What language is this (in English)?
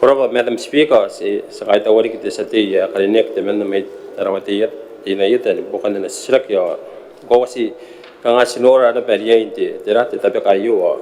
Gilbertese